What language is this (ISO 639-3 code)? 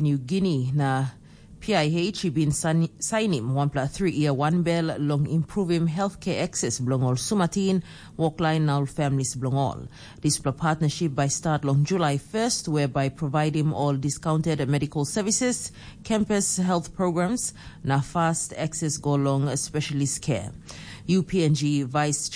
tpi